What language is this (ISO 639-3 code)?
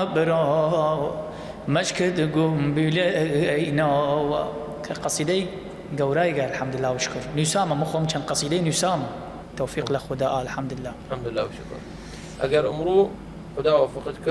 sdh